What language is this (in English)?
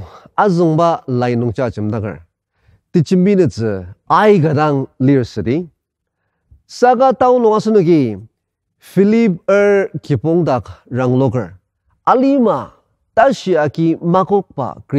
Ao Naga